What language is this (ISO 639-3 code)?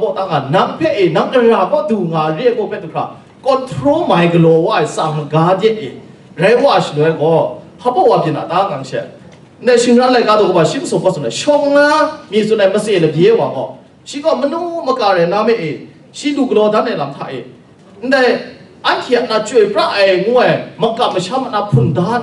kac